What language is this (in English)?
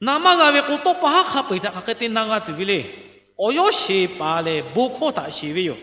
Lahu